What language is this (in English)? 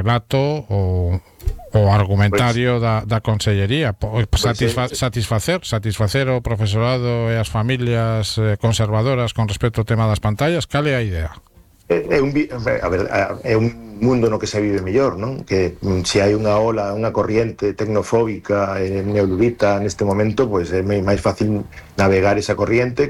Galician